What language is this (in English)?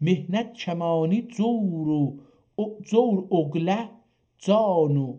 South Azerbaijani